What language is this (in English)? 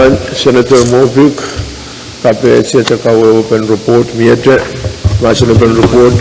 Pohnpeian